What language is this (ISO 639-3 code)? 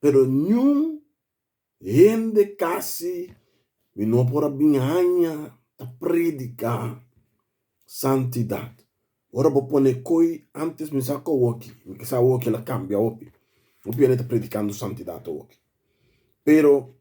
pap